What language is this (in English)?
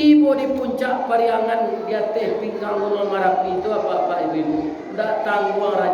Minangkabau